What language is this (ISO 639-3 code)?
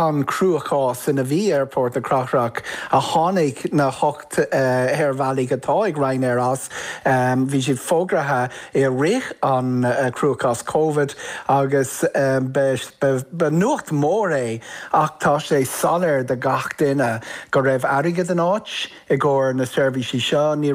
gle